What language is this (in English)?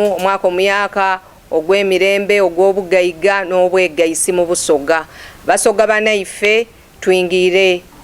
Soga